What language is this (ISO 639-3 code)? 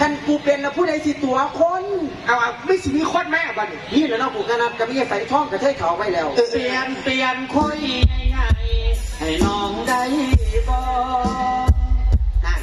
tts